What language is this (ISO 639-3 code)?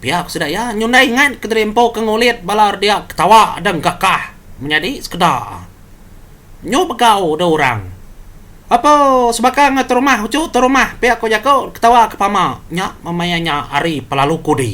iba